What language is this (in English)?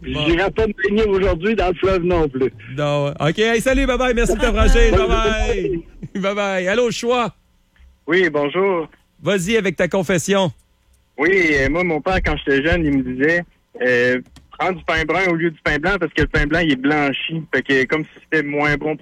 French